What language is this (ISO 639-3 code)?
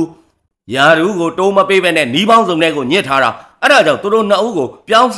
mya